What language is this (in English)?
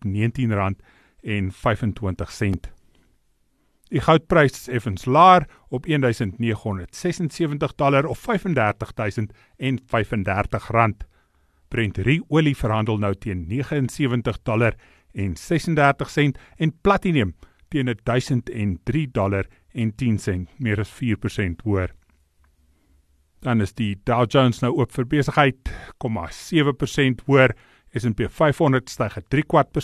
Afrikaans